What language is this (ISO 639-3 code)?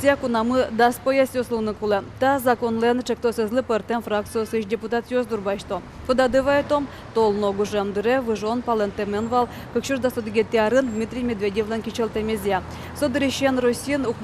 udm